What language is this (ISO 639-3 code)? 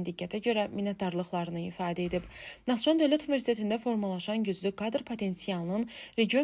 aze